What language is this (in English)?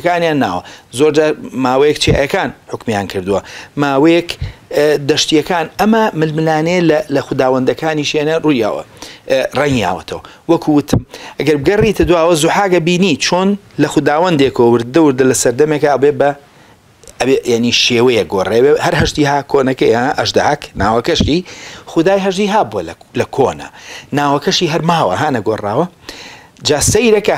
Central Kurdish